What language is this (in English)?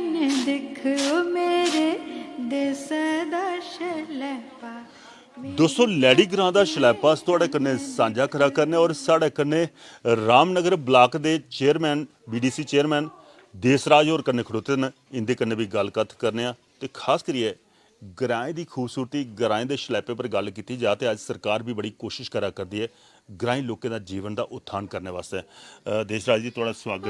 Dogri